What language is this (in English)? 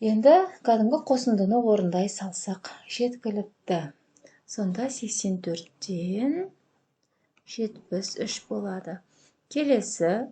Kazakh